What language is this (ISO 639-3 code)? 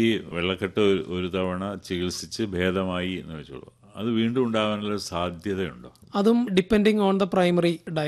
mal